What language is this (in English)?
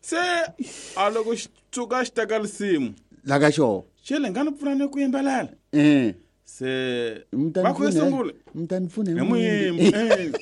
Tsonga